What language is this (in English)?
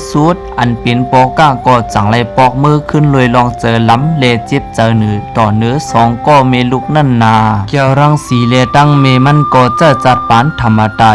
Shan